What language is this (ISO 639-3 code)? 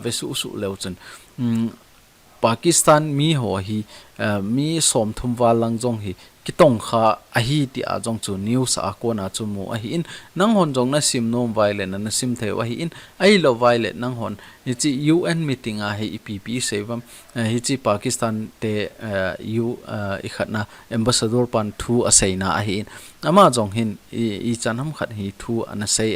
tcz